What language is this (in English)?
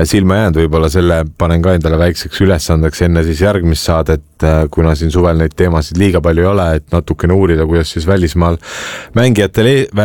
Estonian